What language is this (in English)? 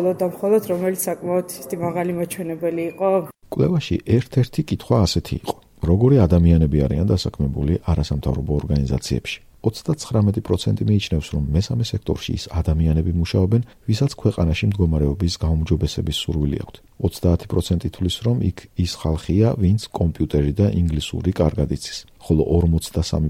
Georgian